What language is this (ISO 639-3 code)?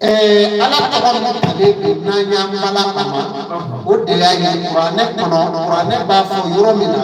bam